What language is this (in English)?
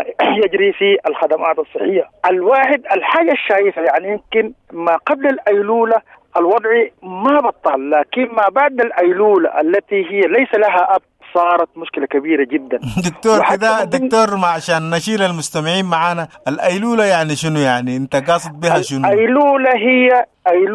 Sudanese Arabic